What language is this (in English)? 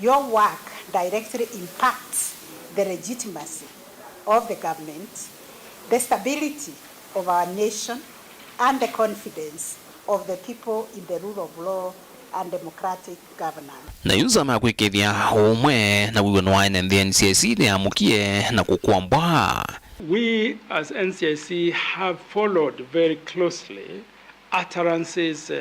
Kamba